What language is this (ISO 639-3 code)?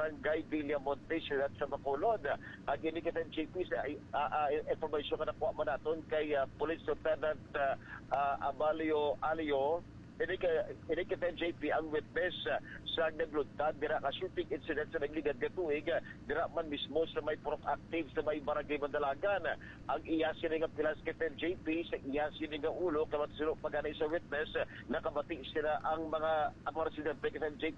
hil